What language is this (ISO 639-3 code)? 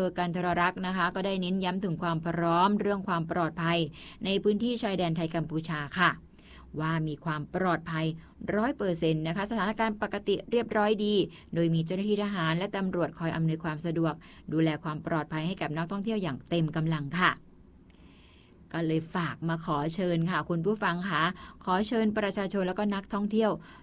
tha